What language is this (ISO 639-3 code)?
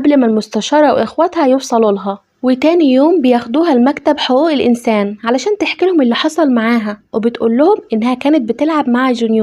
arz